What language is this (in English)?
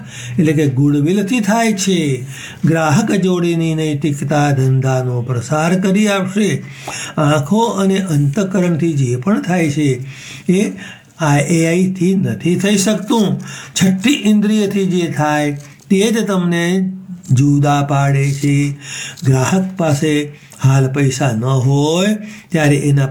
Gujarati